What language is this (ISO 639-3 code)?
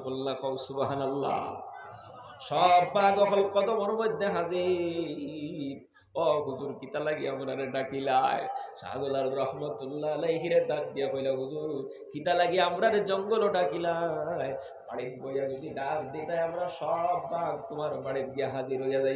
syl